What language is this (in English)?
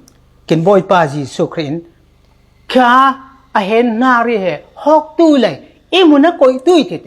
Falam Chin